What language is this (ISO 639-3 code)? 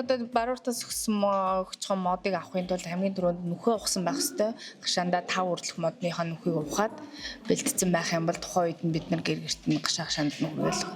mon